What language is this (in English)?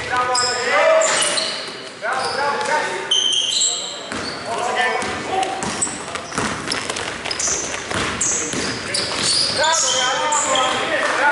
Greek